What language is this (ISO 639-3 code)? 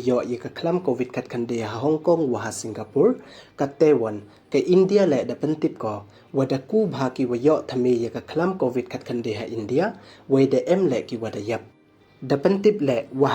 pbv